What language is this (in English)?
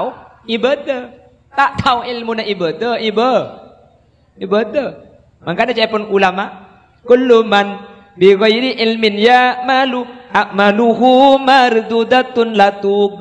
Madurese